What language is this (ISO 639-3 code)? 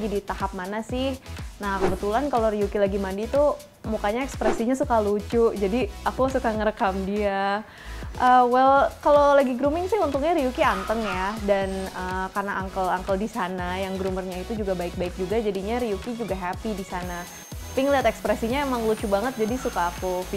ind